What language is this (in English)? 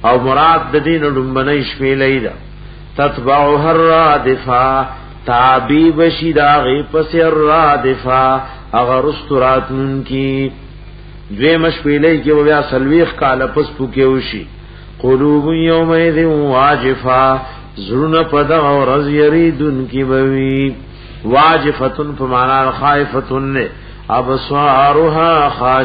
Pashto